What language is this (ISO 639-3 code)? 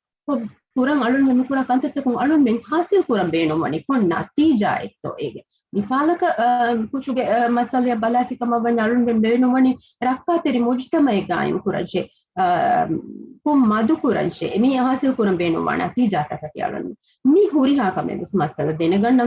div